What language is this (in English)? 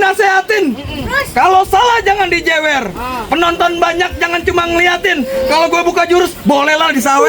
Betawi